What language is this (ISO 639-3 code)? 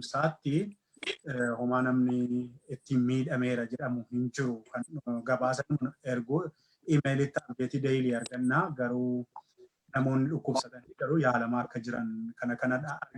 orm